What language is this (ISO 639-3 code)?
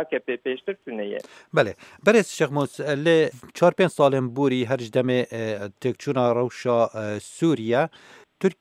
kur